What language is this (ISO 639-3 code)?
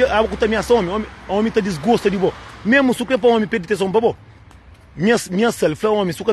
kea